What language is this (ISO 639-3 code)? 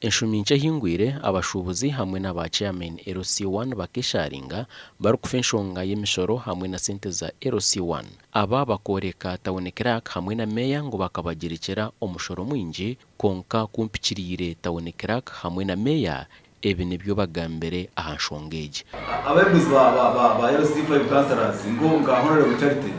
nyn